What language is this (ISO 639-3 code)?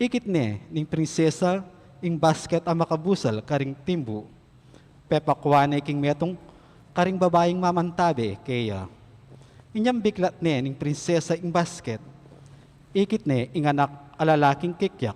pam